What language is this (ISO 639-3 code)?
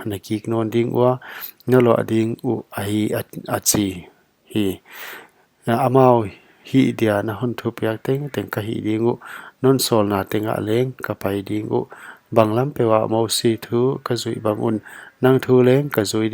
pck